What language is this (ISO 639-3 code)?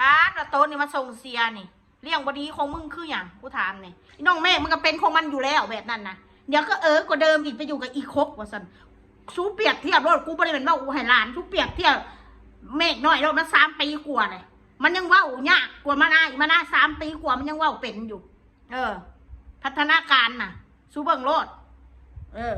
tts